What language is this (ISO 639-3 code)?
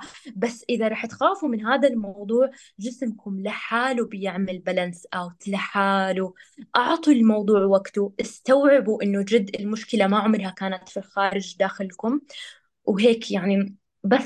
apc